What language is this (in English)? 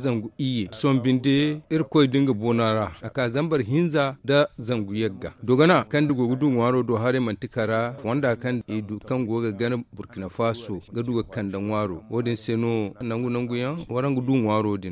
Zarma